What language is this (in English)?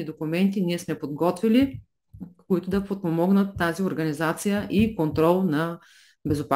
Bulgarian